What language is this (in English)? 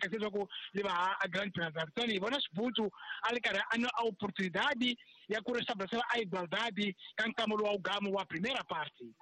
Tsonga